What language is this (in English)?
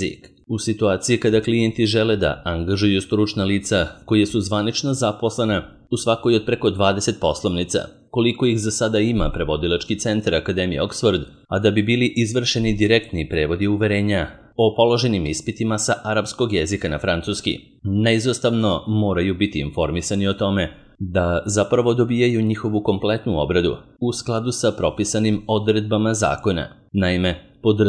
Serbian